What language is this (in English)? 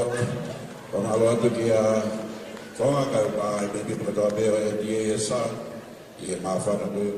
Tongan